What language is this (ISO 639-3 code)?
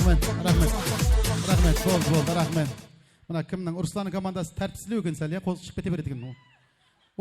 kaa